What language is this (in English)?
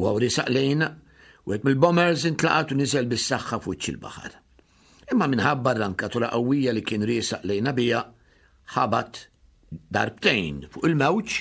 Maltese